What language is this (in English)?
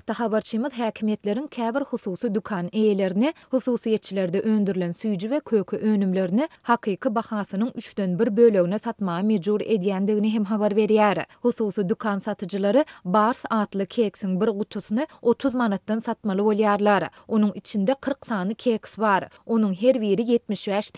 Turkmen